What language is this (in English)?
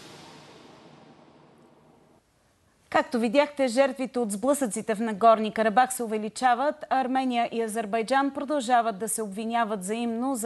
Bulgarian